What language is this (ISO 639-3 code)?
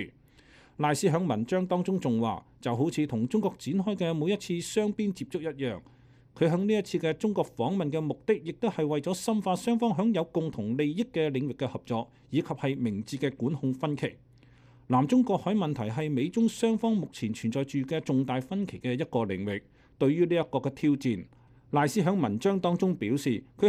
yue